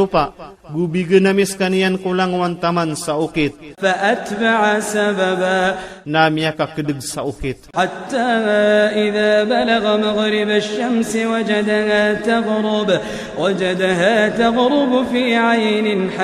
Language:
Iranun (Philippines)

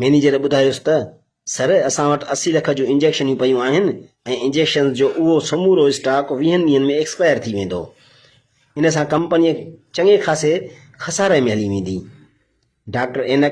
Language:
Sindhi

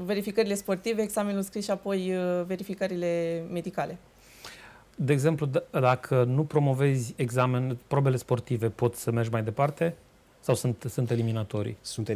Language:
Romanian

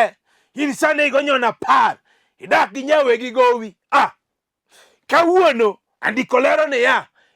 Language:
Luo (Kenya and Tanzania)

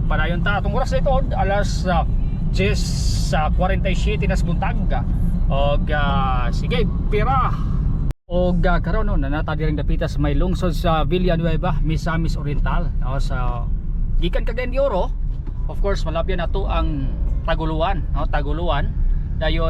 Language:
Cebuano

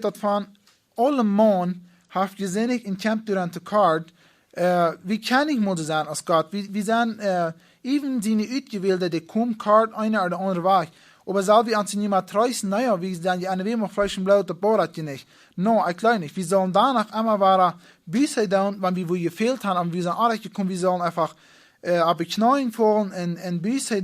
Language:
Plautdietsch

